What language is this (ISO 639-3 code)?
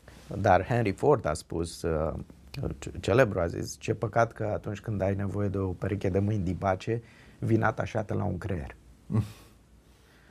ron